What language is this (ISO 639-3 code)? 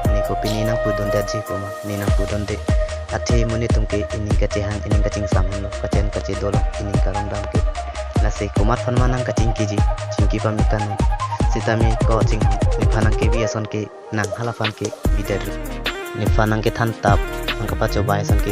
mjw